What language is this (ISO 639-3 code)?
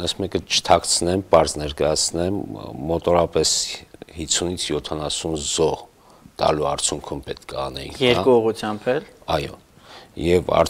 hye